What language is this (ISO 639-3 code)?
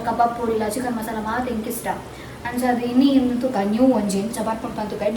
tcy